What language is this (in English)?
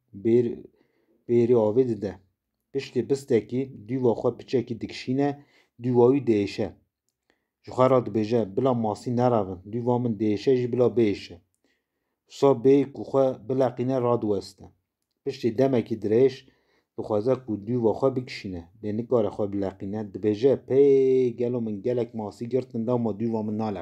Kurdish